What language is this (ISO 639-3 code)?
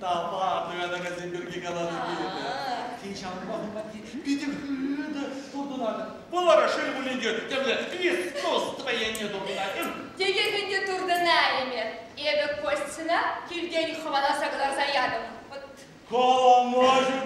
chv